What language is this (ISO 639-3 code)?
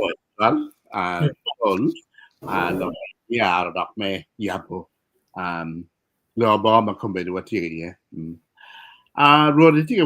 ach